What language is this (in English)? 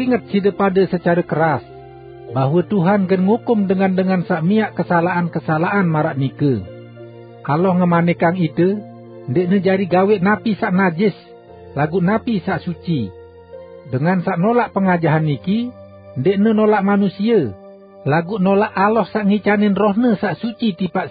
Sasak